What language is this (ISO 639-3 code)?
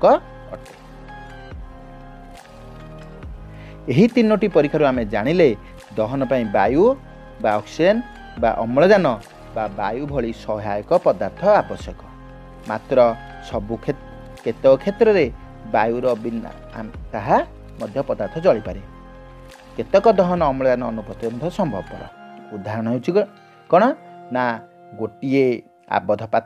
ori